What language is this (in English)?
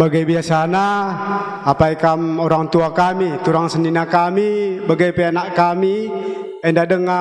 Batak Karo